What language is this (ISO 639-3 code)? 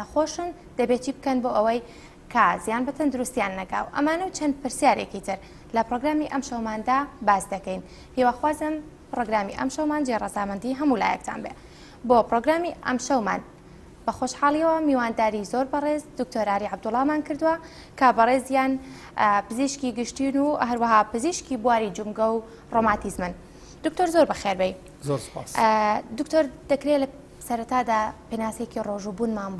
ckb